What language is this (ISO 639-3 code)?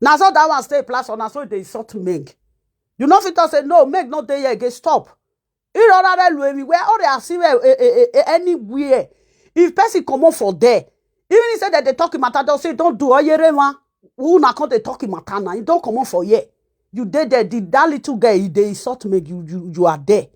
pcm